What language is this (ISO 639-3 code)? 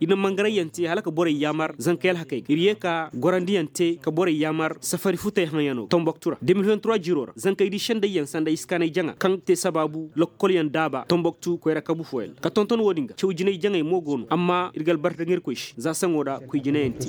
ses